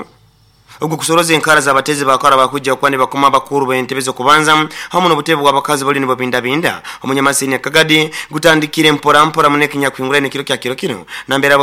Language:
Nyoro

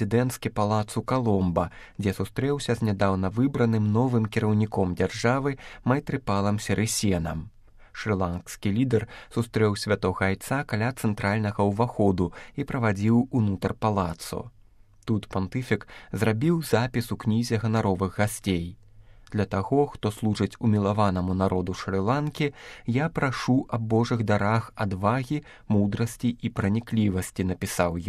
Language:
Belarusian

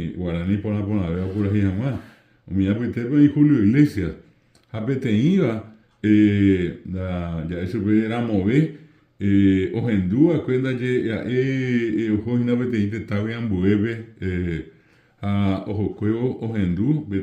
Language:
Guarani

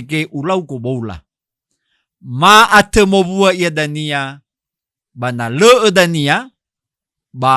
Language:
Nias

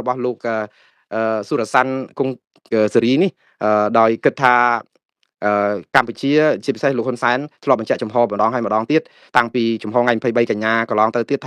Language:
Khmer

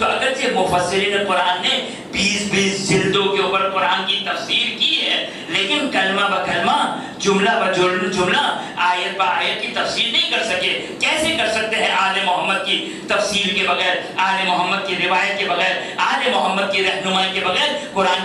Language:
Urdu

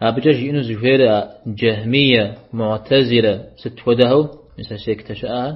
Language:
Kabardian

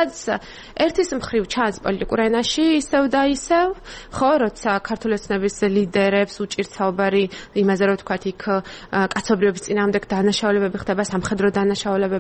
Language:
Georgian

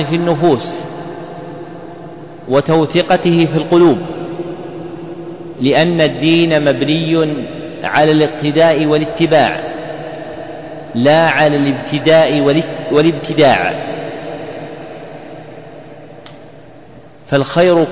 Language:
Arabic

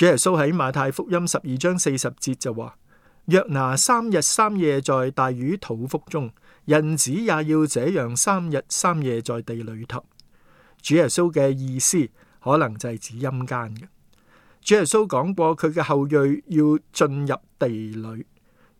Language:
Cantonese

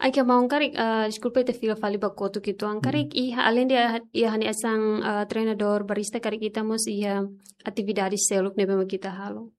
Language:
Tetum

